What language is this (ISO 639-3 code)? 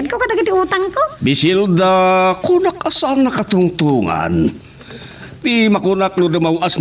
ilo